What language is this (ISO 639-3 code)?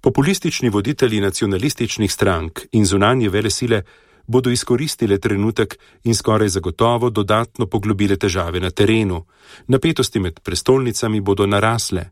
slv